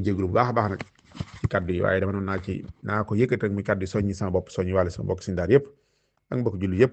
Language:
Wolof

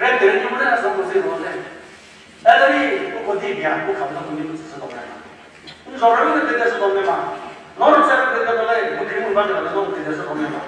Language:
Chokri Naga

